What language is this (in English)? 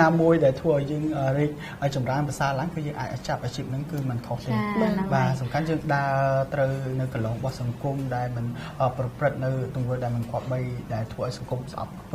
Khmer